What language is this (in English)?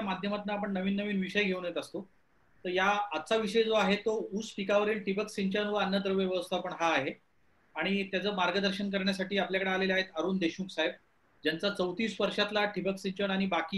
Marathi